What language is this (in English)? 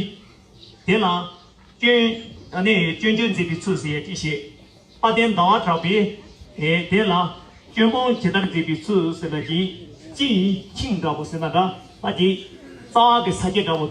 Tibetan